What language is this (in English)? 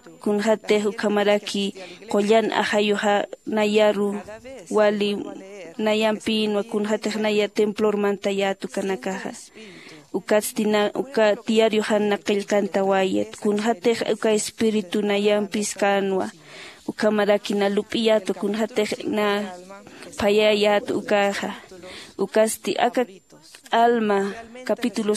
Aymara